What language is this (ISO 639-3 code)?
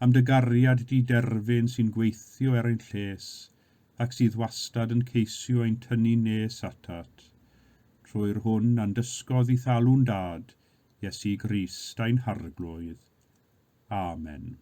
cym